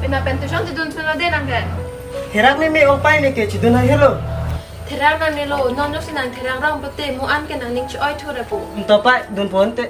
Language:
Karbi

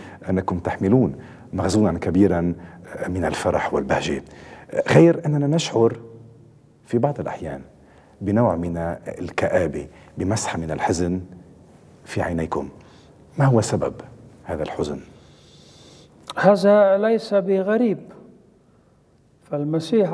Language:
Arabic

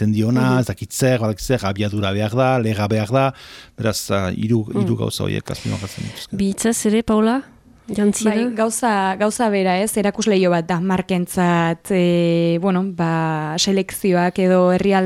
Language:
Basque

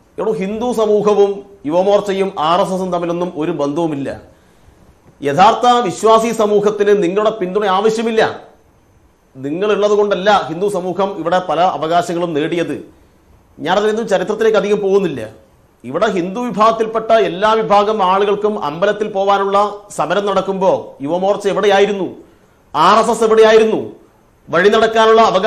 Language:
Malayalam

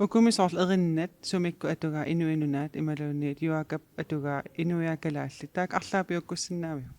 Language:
Kalaallisut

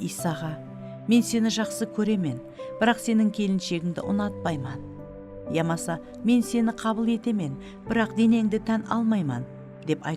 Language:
Kara-Kalpak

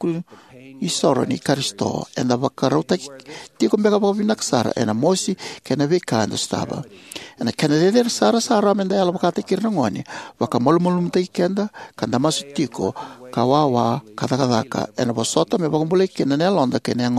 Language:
Fijian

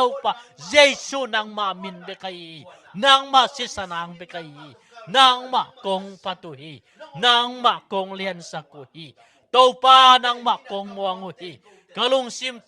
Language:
Tedim Chin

